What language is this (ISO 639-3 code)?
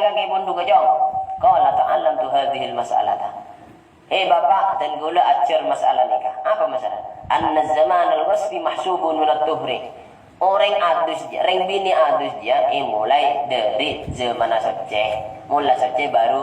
mad